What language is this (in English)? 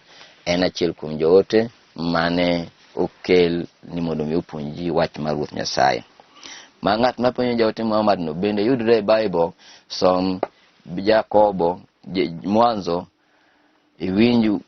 Luo (Kenya and Tanzania)